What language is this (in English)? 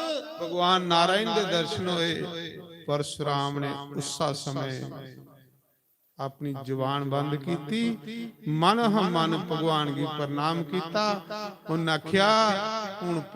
Dogri